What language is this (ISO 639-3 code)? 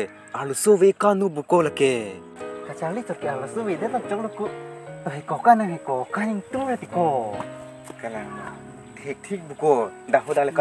mjw